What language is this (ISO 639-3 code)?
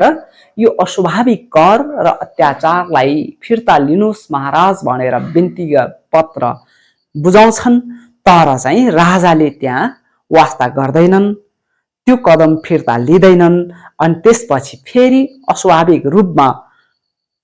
nep